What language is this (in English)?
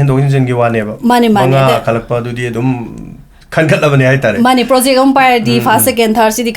Manipuri